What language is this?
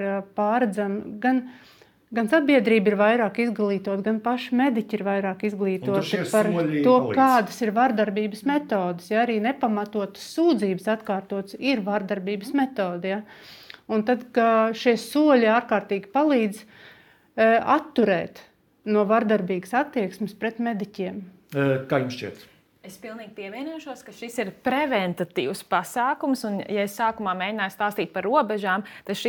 Latvian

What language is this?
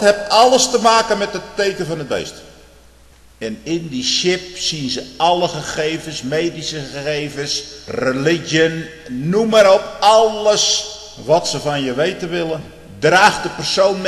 Dutch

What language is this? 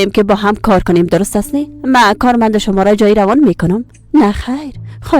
Persian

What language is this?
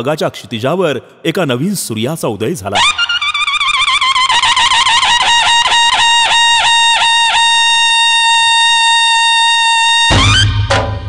Marathi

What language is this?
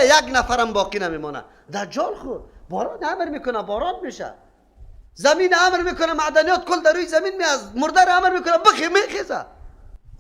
Persian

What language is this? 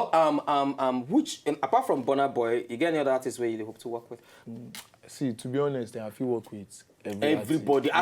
Nigerian Pidgin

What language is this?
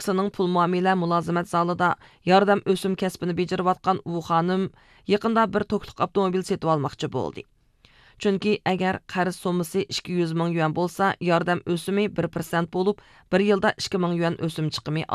Uyghur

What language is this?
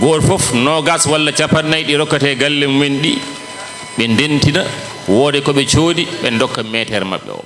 Fula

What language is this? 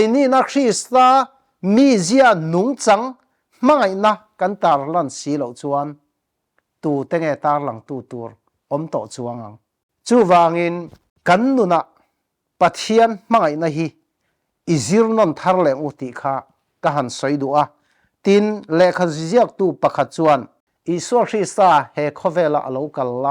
Mizo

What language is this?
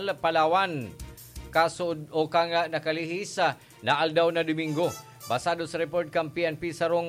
Bikol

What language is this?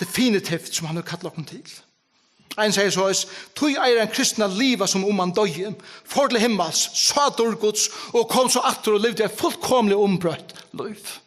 Faroese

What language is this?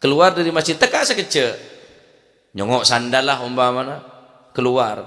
Madurese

